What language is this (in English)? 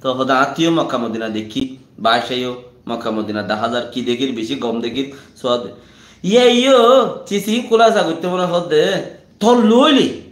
Rohingya